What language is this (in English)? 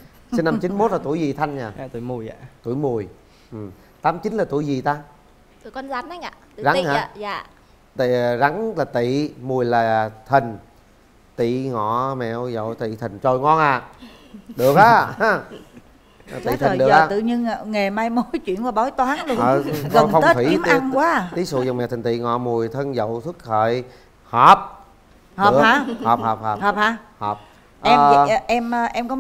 Vietnamese